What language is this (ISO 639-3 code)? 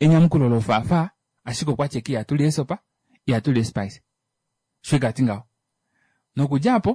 kua